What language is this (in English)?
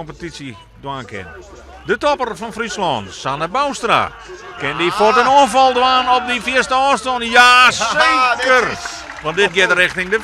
Western Frisian